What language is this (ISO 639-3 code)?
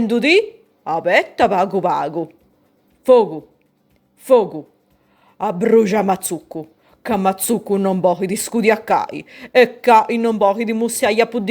srd